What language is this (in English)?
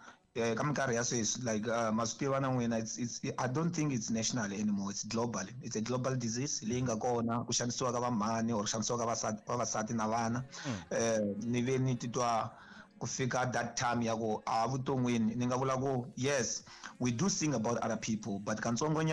Tsonga